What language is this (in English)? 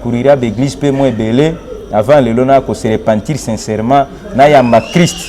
Lingala